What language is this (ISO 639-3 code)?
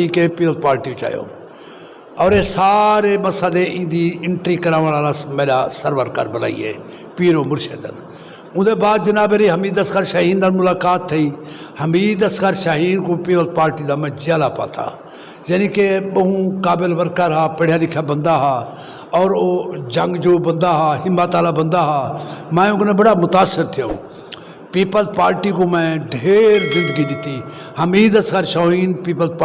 skr